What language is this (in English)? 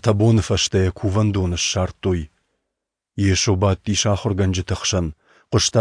Ossetic